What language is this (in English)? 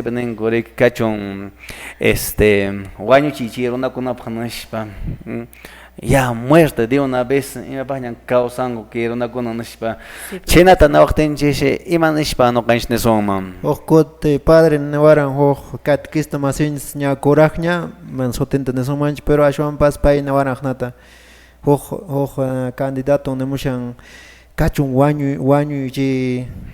Quechua